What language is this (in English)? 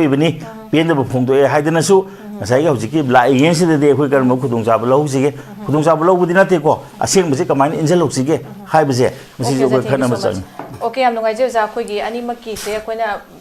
Manipuri